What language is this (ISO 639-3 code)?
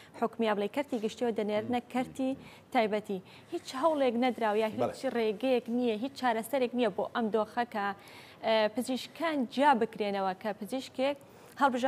ckb